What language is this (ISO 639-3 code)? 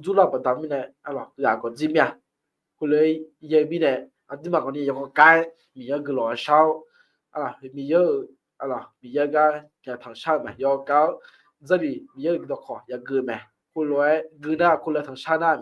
ahk